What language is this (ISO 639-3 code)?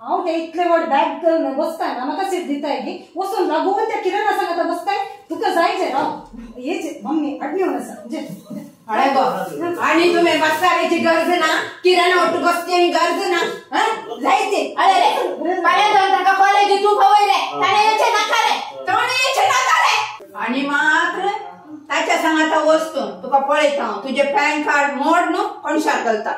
kok